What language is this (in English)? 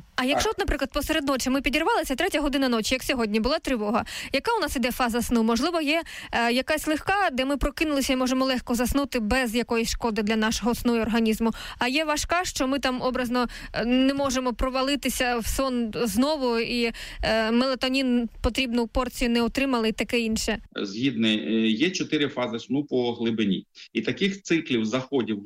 Ukrainian